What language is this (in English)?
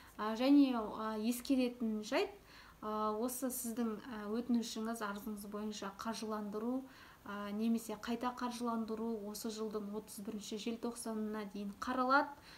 Kazakh